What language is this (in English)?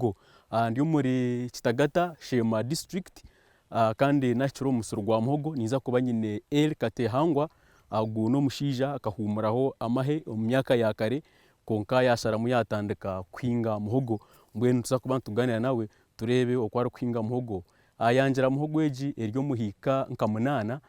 Nyankole